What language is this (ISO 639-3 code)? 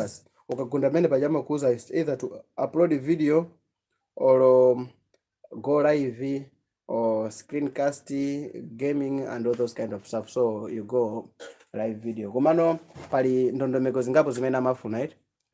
nya